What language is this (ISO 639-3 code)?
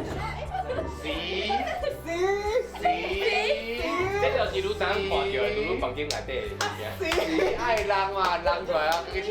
nan